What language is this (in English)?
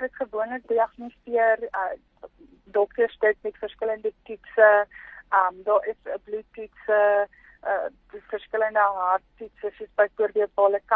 Afrikaans